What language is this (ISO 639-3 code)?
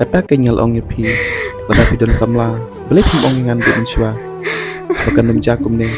kha